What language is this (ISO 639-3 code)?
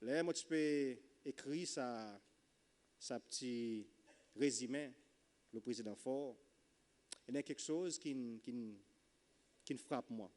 crs